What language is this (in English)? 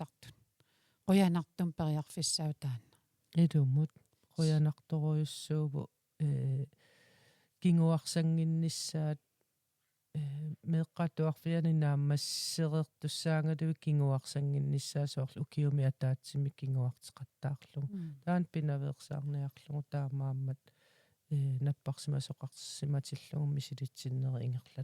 Kalaallisut